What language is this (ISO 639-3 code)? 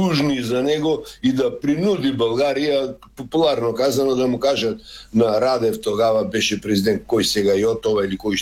bul